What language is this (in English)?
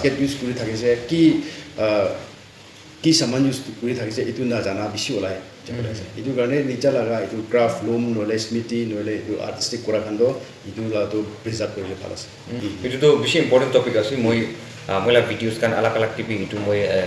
Naga Pidgin